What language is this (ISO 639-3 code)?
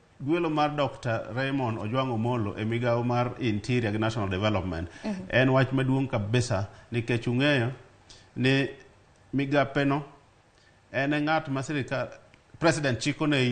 luo